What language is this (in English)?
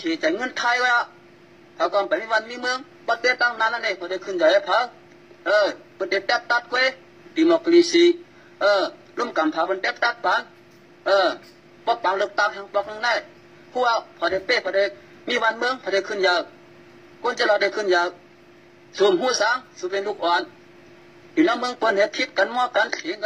Shan